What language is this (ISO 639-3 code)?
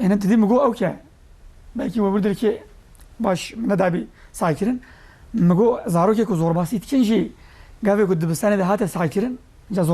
kur